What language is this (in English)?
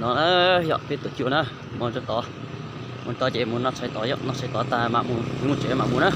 Hmong